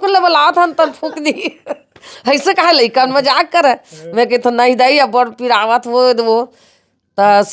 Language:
Chhattisgarhi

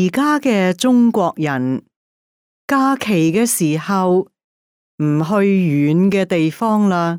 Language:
Cantonese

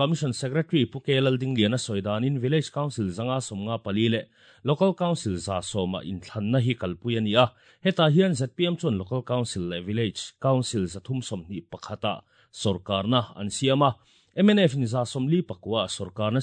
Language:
Mizo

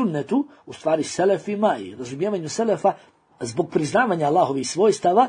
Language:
Bosnian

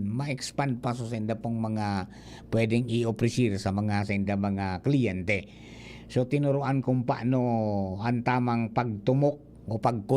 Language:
Bikol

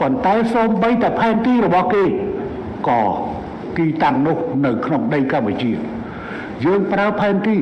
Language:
Khmer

